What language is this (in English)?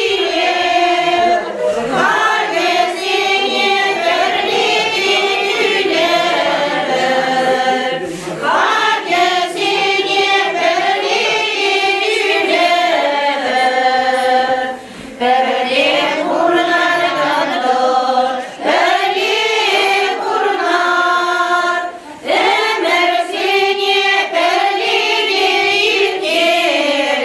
Chuvash